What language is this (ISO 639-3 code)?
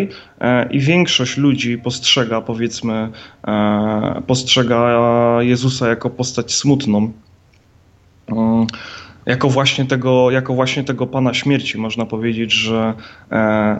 pol